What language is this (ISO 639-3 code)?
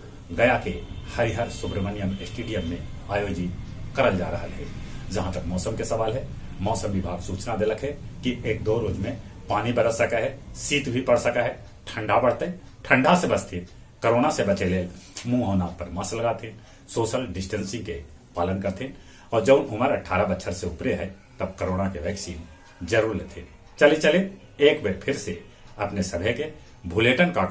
mag